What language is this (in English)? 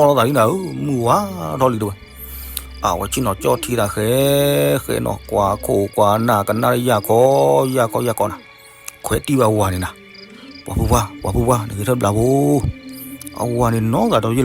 S'gaw Karen